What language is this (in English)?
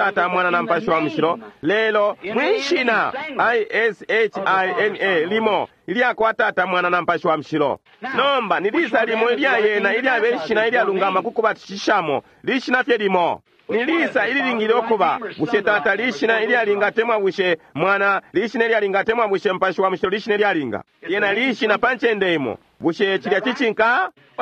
Bemba